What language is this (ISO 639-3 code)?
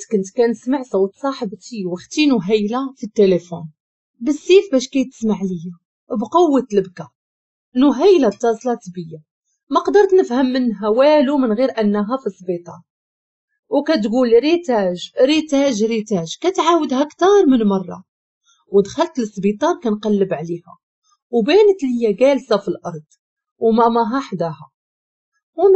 ary